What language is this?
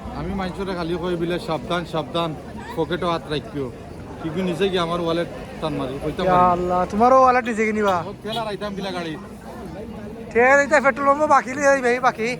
Sylheti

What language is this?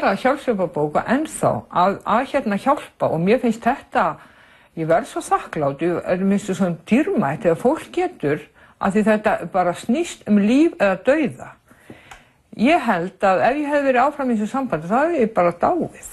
Icelandic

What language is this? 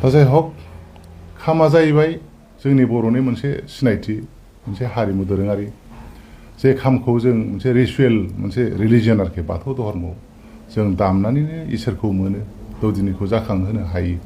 Bodo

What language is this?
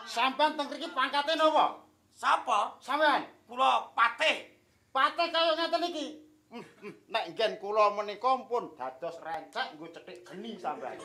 Javanese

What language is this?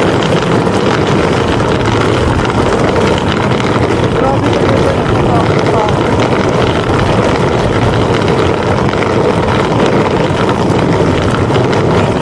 Filipino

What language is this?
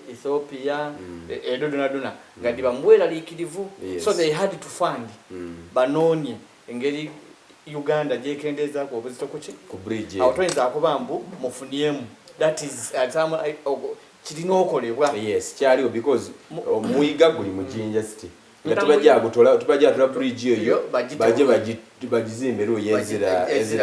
Soga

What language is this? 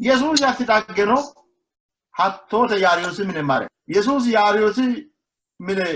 Sidamo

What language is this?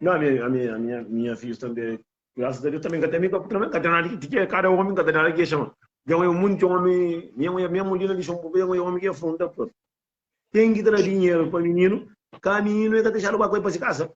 Kabuverdianu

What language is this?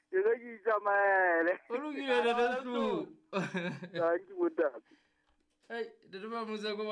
Southern Sotho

